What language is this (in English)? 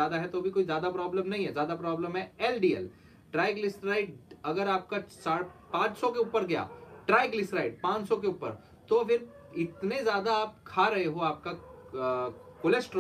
Hindi